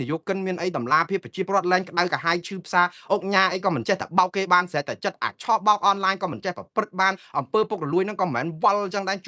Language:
Khmer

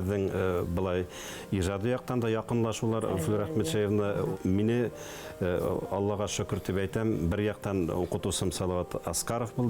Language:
Bashkir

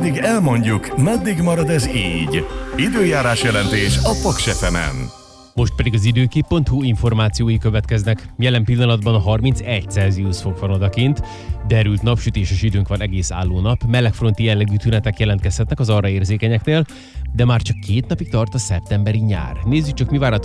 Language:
Hungarian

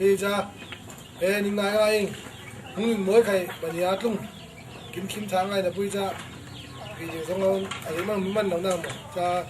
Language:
Falam Chin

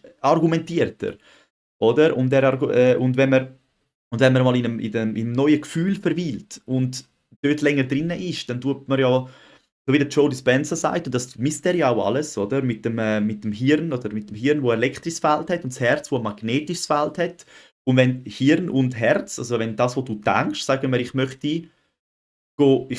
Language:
Swiss German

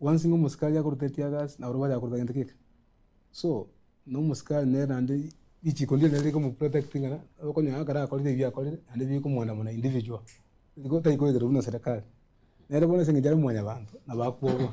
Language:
Gusii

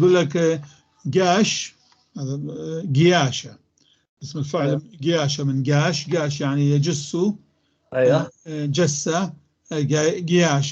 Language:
North Levantine Arabic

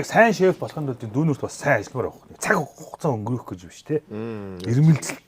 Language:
Mongolian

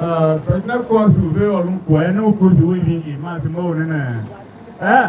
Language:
Tiv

